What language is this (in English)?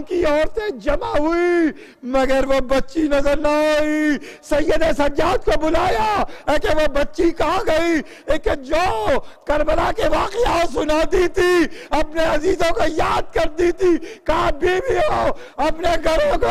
Urdu